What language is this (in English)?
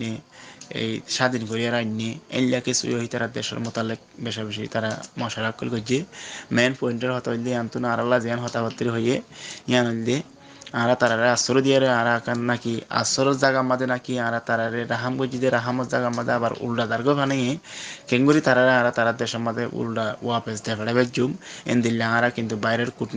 Rohingya